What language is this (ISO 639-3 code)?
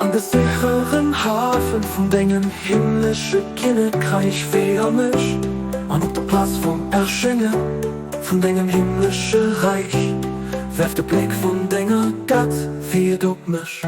ltz